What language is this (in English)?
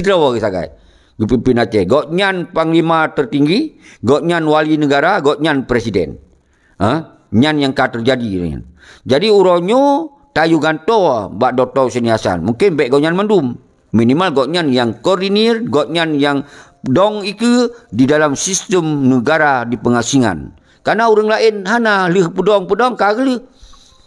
Achinese